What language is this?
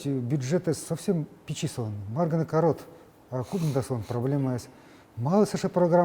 Udmurt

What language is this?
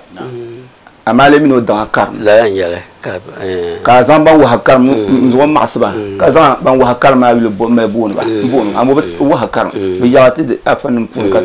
Dagbani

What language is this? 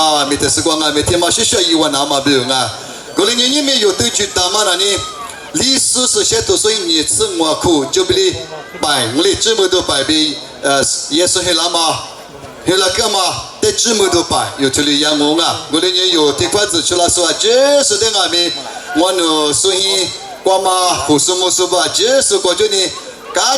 Lisu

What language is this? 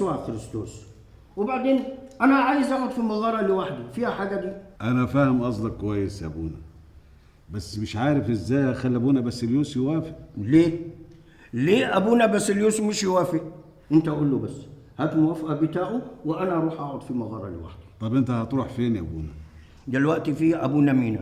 Egyptian Arabic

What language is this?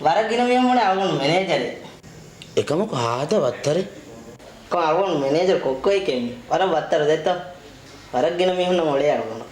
Divehi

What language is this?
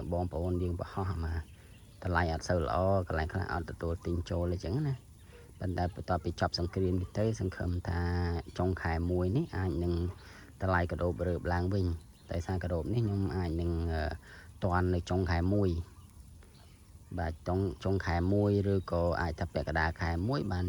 Khmer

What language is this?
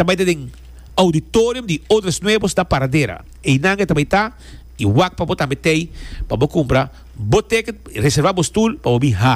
Papiamento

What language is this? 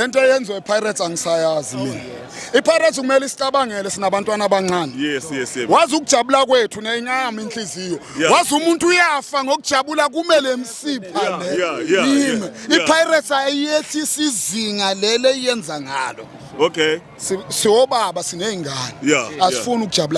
Zulu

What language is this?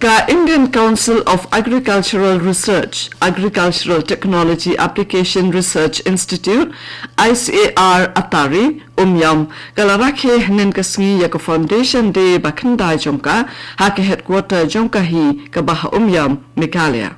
Khasi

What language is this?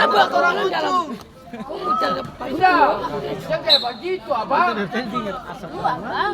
Ambonese Malay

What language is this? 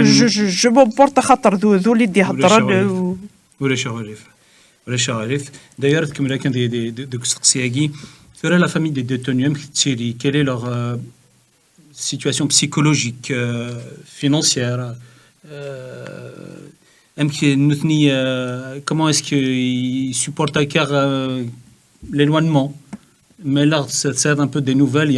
Kabyle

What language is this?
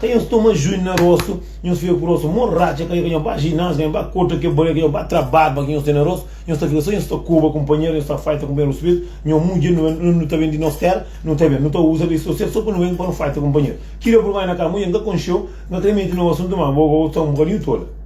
Kabuverdianu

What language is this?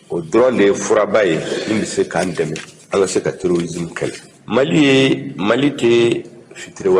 Bambara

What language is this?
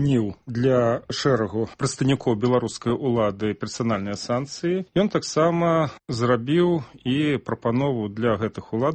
Belarusian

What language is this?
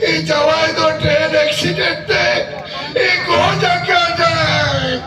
Santali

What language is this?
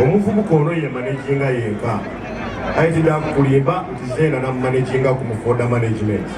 Soga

